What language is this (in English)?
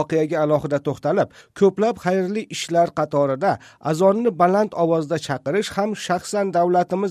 Uzbek